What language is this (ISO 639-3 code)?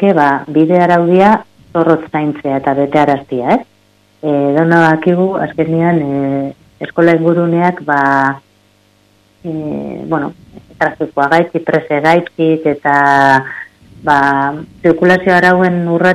eus